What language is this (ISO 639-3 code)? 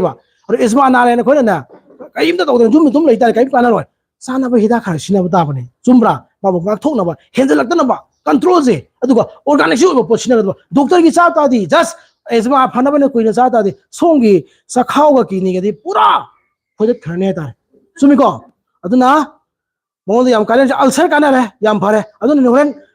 mni